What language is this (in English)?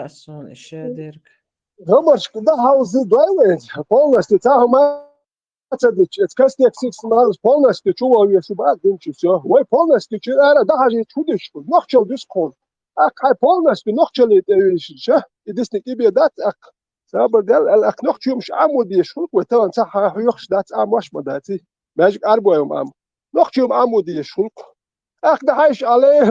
Chechen